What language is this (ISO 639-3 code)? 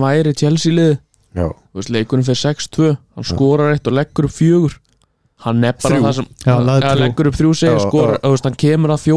isl